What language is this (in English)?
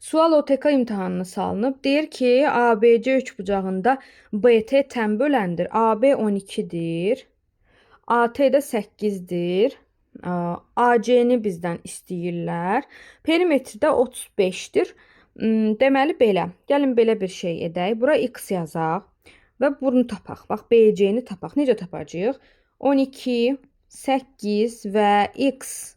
Azerbaijani